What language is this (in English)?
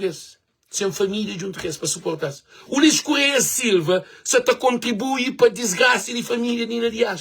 Kabuverdianu